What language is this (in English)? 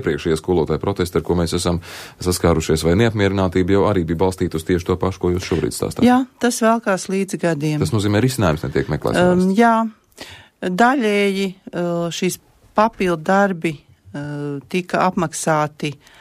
Latvian